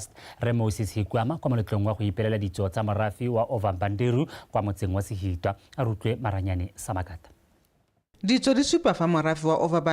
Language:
Tswana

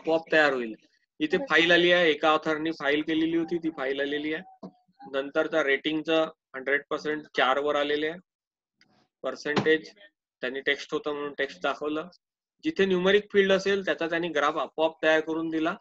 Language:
Marathi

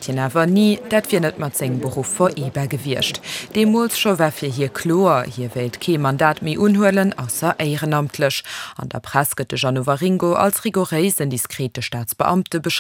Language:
Luxembourgish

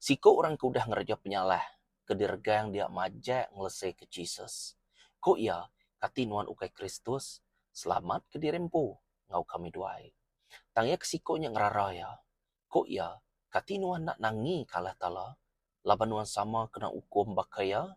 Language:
Iban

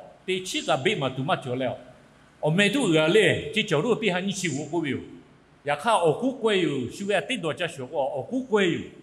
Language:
Lahu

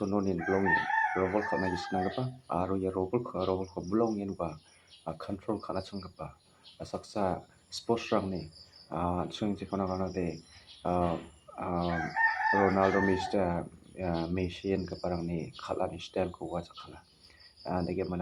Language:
Garo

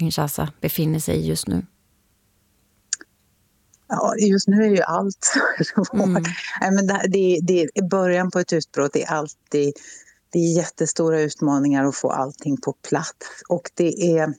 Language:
Swedish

